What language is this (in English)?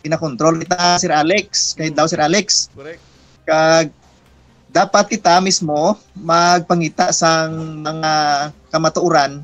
Hiligaynon